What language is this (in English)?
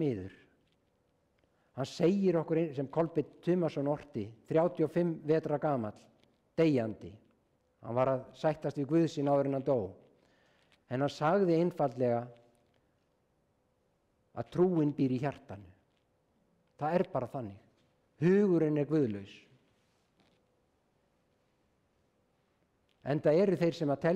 Icelandic